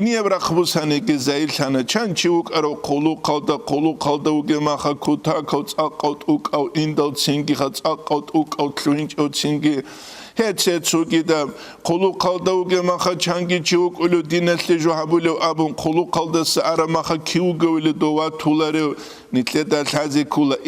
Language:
Avaric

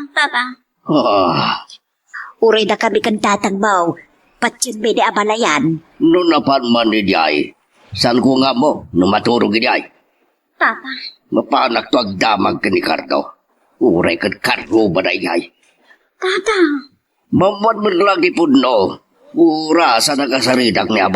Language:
Iloko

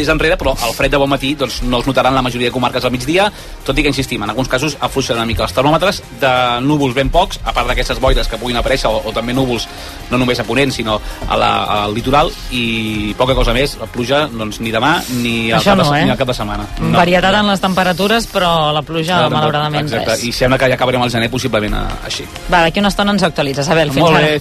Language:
Catalan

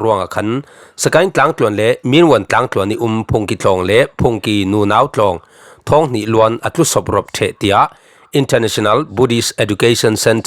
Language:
Falam Chin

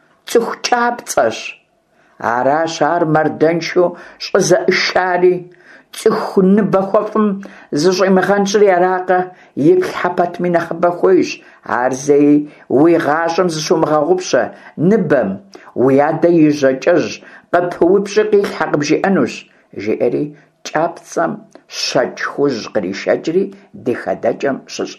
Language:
Kabardian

